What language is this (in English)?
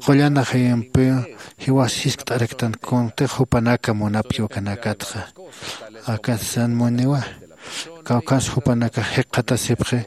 Aymara